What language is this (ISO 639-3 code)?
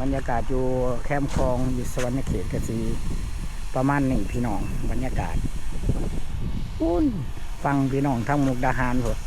lao